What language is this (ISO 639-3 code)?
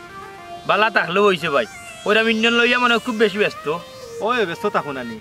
syl